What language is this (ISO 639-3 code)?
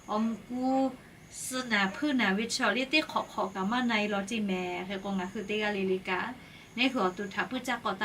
lhu